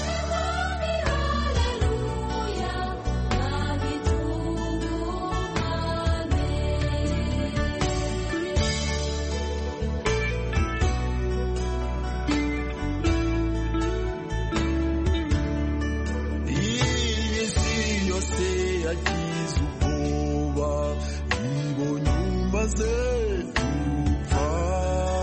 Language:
Kinyarwanda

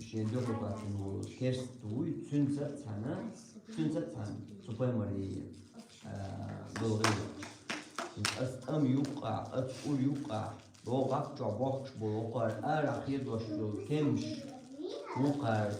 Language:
Chechen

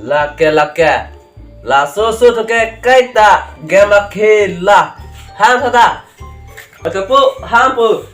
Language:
Karbi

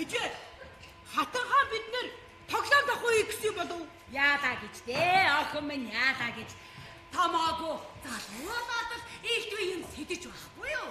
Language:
Mongolian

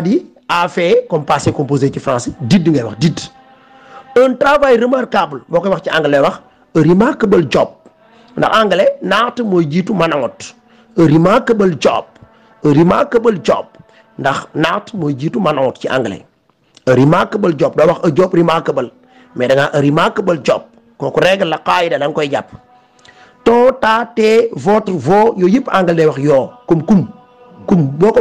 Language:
Wolof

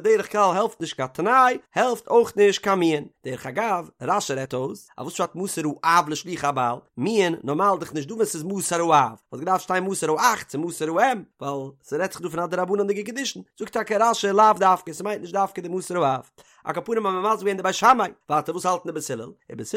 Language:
Yiddish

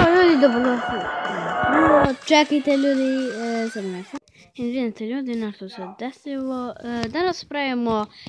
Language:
Serbian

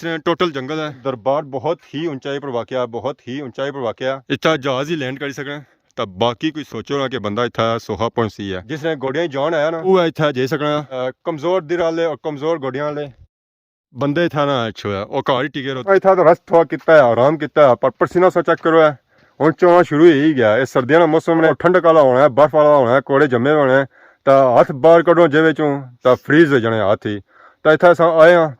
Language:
Pahari-Potwari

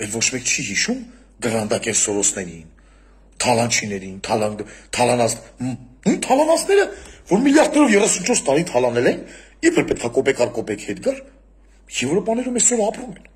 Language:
Armenian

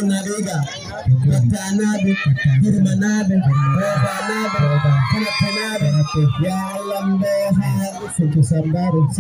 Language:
Fula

